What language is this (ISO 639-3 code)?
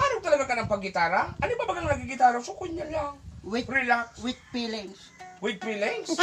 bik